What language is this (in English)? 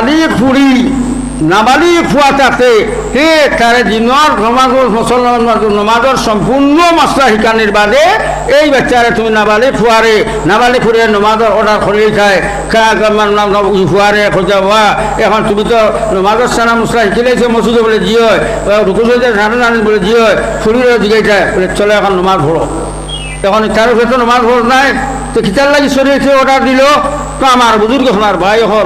Sylheti